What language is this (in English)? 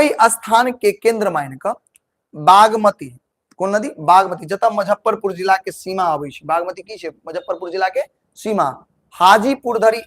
Maithili